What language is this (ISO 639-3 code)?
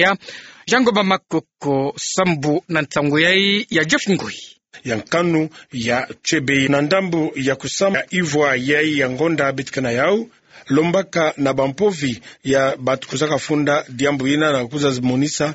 ktu